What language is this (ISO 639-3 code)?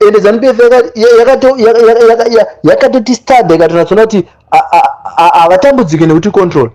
sna